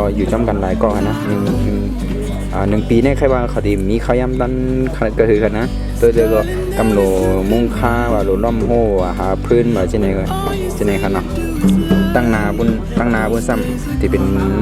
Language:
Shan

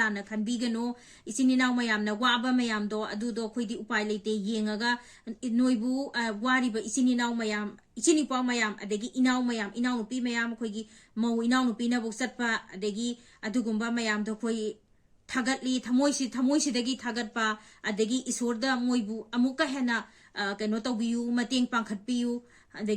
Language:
Manipuri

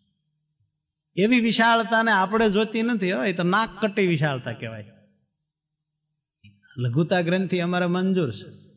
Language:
Gujarati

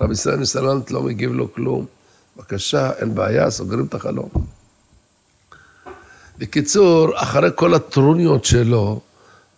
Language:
Hebrew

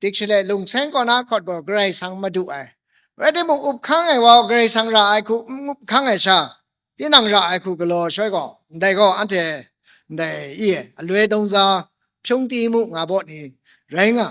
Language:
Kachin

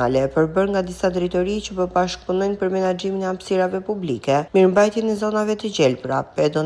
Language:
Albanian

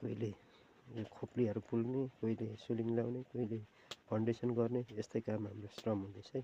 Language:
Nepali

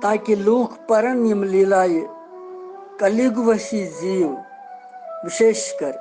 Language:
Kashmiri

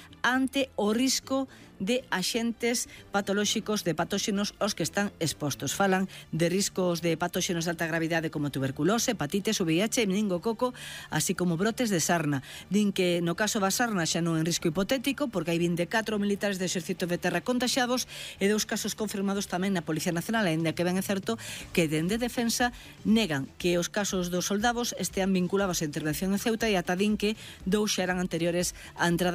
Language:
Galician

